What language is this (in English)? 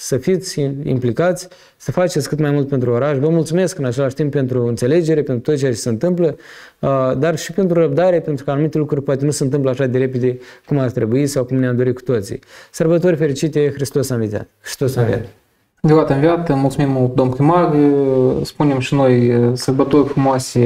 Romanian